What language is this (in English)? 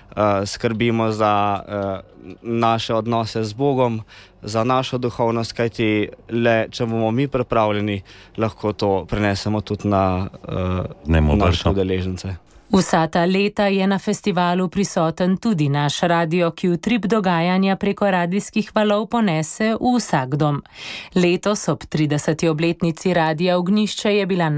Slovenian